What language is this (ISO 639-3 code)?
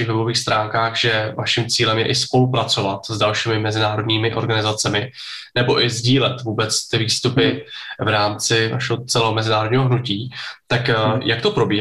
ces